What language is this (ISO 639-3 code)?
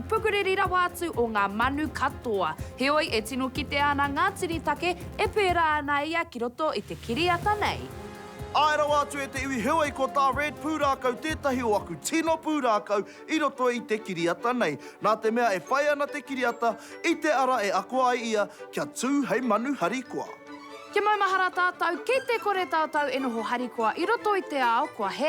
mri